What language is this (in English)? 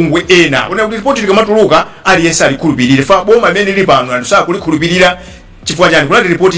Nyanja